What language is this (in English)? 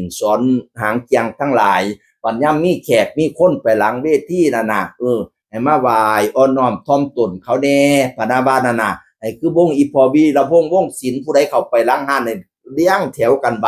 Northeastern Thai